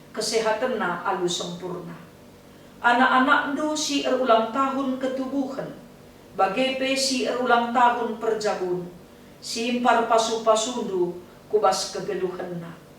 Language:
Batak Karo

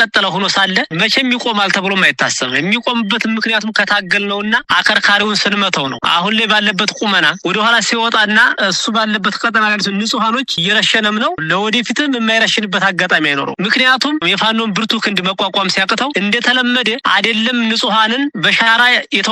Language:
Amharic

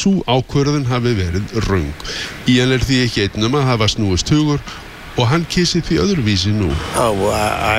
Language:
Icelandic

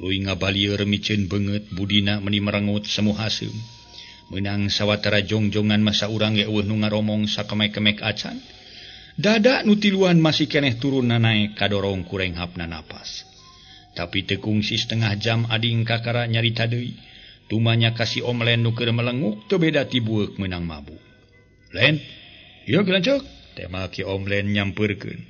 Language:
Sundanese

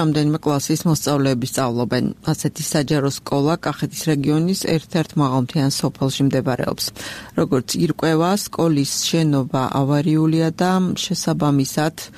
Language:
Georgian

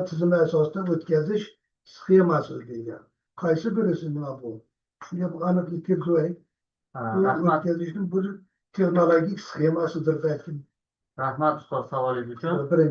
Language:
Uzbek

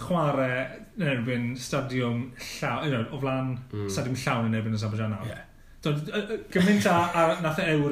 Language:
Welsh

